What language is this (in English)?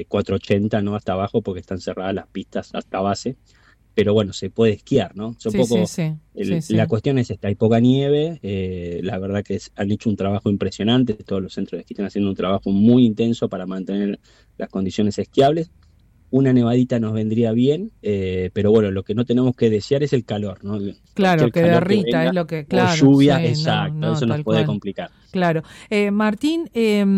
Spanish